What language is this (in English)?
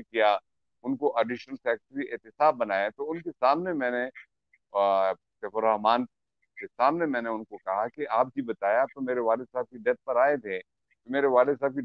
Urdu